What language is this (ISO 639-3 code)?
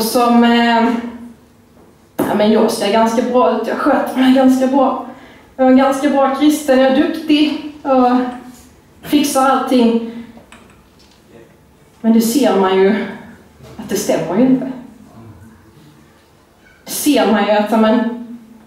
swe